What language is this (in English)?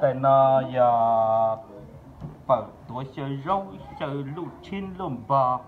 Hmong